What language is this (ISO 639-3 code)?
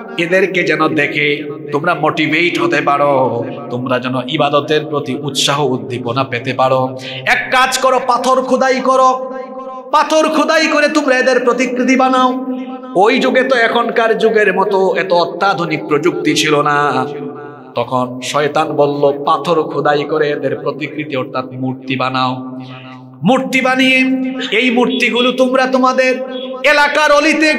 ben